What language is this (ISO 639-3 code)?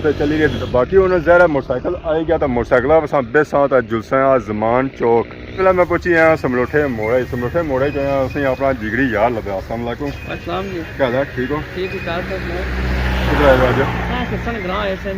phr